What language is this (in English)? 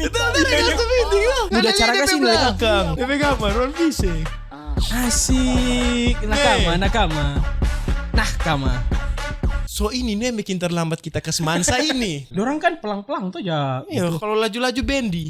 Manado Malay